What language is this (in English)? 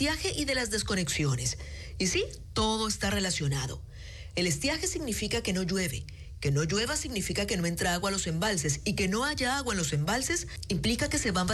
Spanish